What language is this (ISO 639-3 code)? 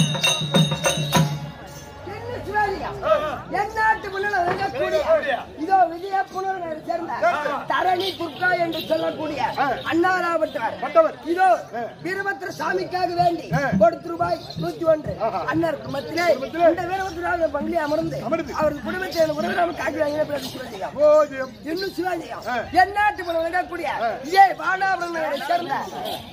tam